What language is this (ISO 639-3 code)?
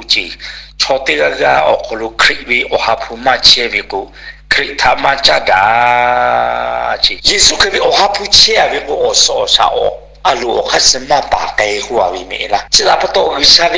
lhu